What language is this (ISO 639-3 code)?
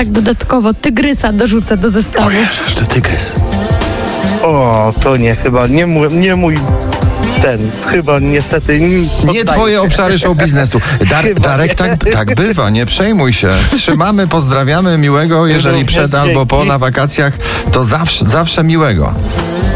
pol